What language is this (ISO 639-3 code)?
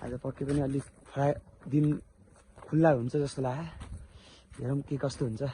nep